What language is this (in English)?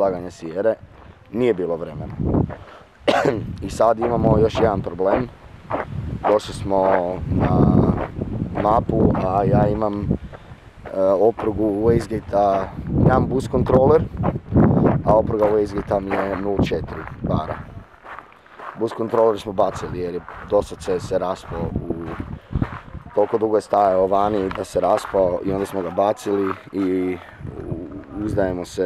Croatian